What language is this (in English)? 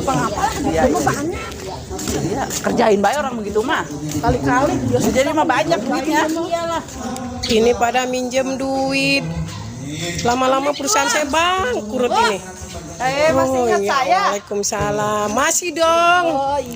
Betawi